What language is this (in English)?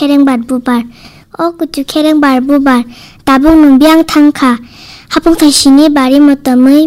Kok Borok